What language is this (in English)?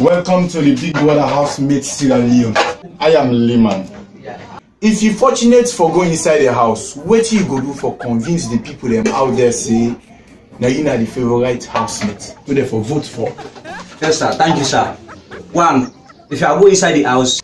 Krio